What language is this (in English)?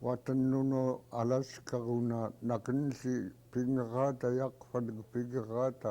Central Yupik